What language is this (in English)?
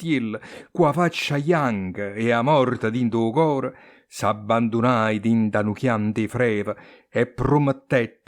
Neapolitan